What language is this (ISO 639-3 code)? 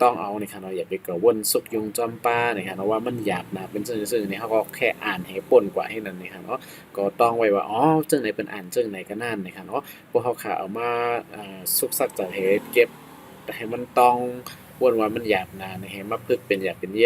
shn